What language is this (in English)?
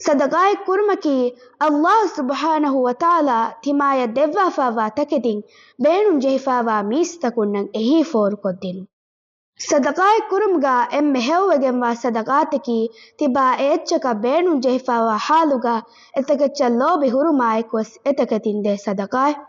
Divehi